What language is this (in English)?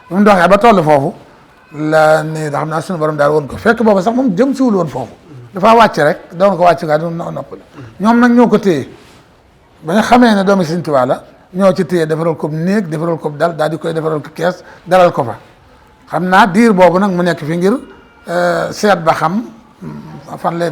Wolof